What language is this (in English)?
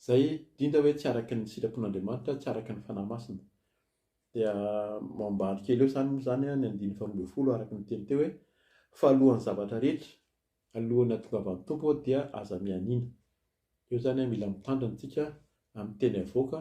Malagasy